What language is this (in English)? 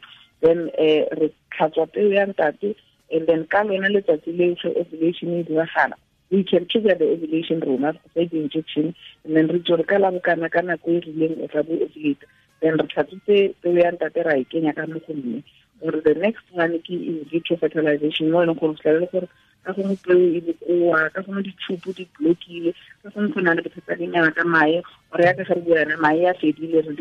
Tswana